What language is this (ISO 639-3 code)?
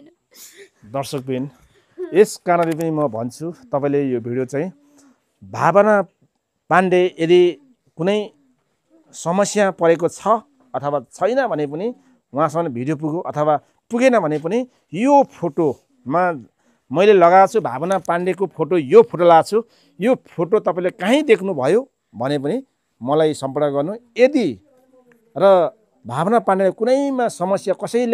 nep